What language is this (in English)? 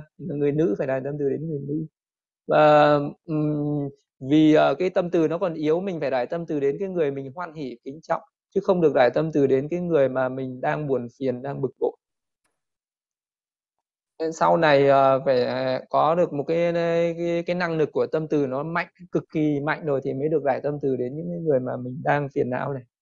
Vietnamese